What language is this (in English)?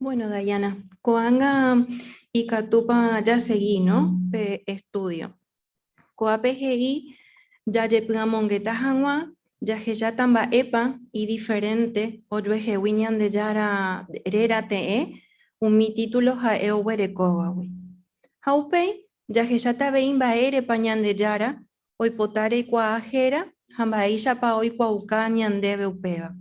Guarani